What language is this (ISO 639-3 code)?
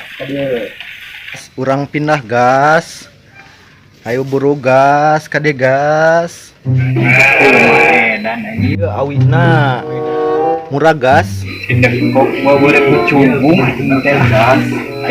sun